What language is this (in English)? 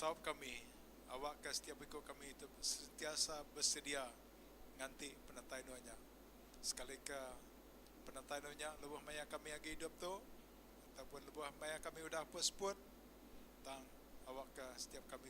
Iban